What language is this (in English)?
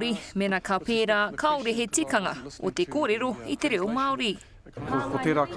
Māori